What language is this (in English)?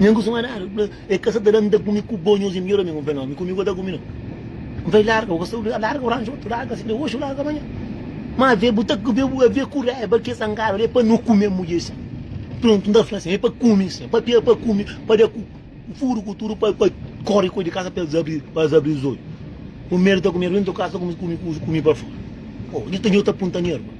Kabuverdianu